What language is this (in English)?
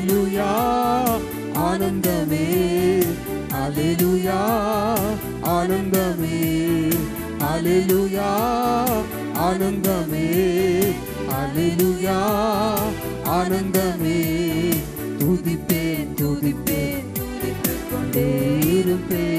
Tamil